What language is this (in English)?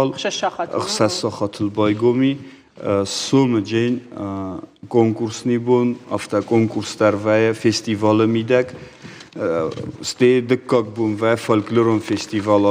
Ossetic